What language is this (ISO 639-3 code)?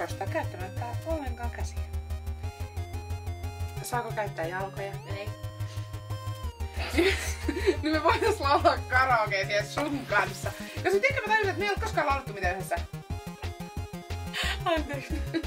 fin